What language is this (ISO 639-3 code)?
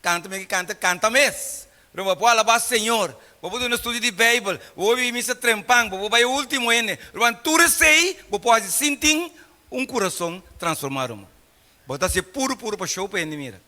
pap